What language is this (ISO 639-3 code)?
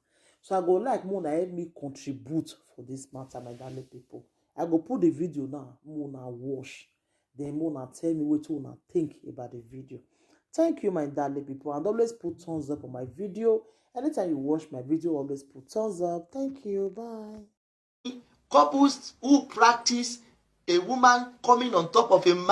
pcm